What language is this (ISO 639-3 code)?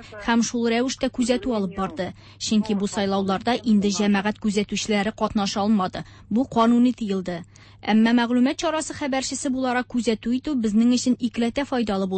tat